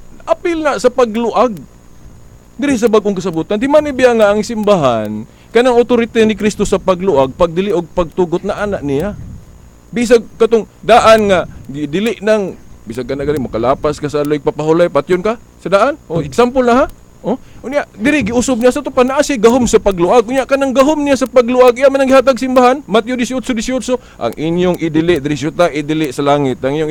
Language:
Cebuano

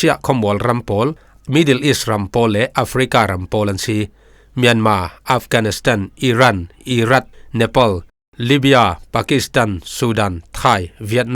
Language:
Falam Chin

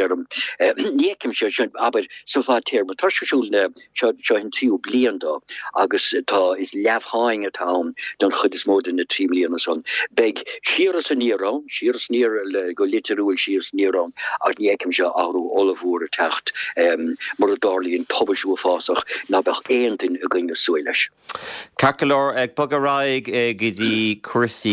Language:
Irish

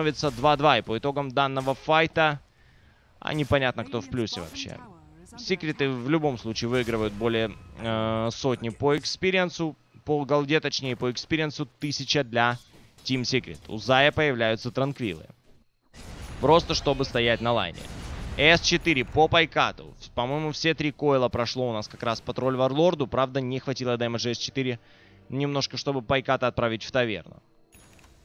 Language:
Russian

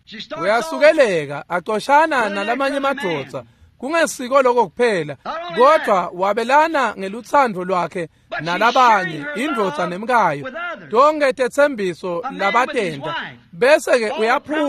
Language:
Swati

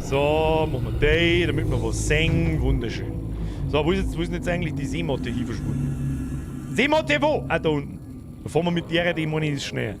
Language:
Bavarian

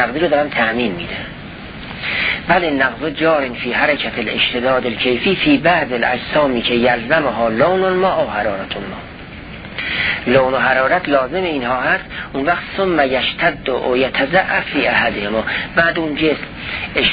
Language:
Persian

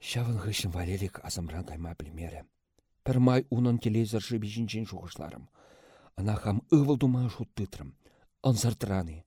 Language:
Chuvash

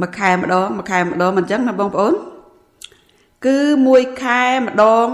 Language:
Khmer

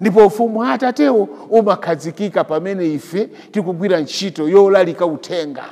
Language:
Nyanja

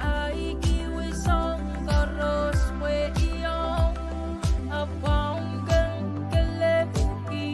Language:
Pohnpeian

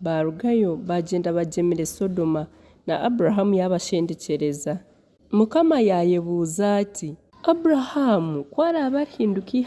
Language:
Nyankole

